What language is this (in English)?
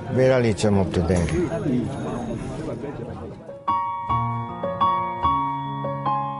Dutch